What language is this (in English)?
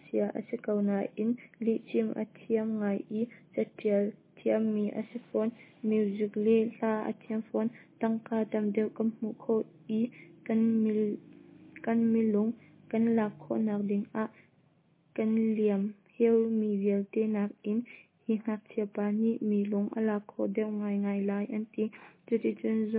Hakha Chin